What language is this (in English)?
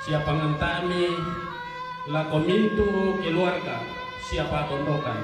Toraja-Sa'dan